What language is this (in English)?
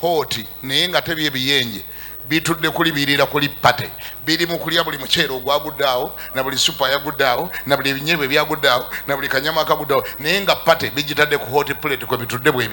Ganda